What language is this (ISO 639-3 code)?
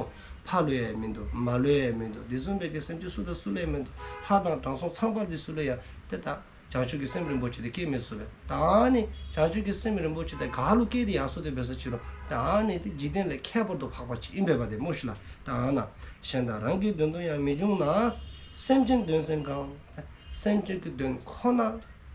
dzo